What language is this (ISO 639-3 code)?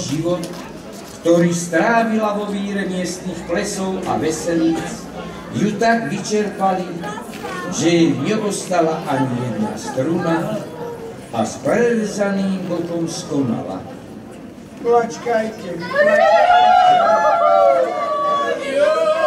slk